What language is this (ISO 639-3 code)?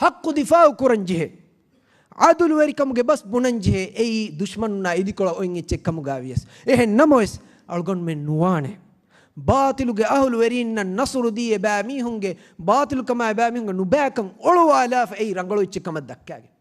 div